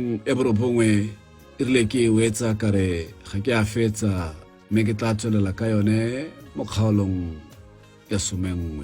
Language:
Tswana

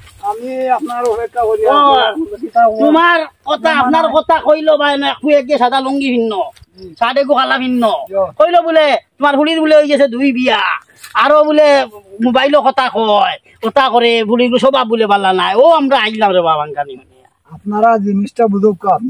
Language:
Sylheti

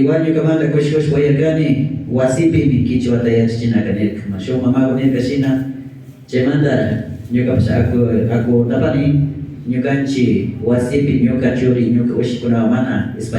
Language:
Imbabura Highland Quichua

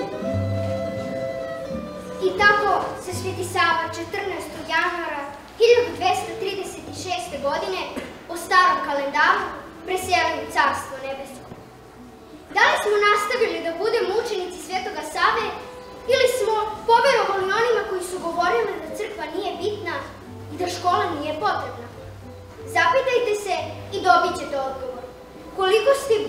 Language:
Serbian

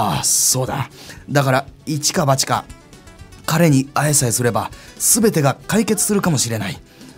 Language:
Japanese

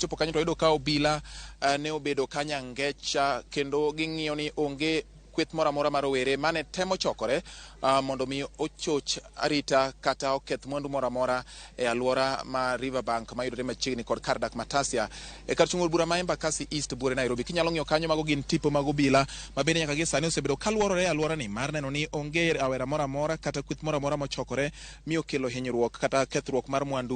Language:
Luo (Kenya and Tanzania)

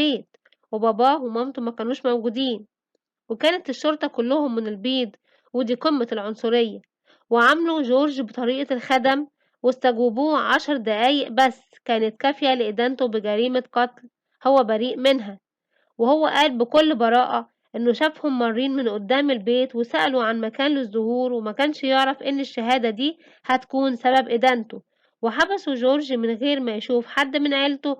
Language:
Egyptian Arabic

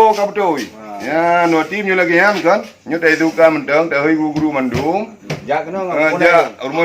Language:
Achinese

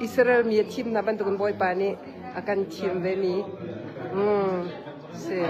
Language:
Hakha Chin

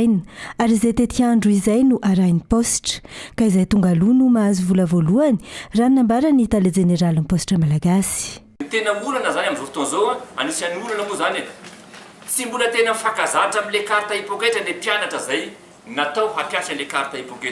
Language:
Malagasy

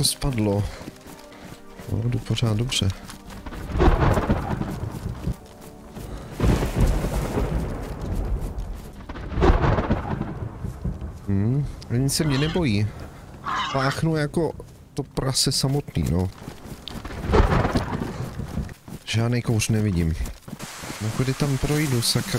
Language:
Czech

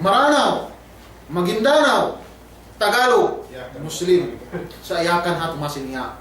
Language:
Yakan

